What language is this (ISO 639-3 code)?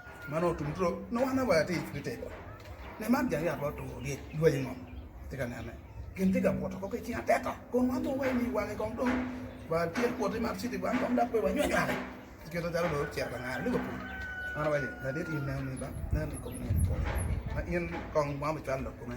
ach